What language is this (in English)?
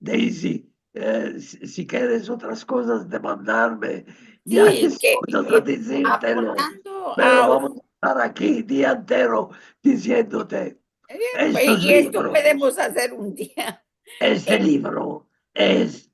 Ladino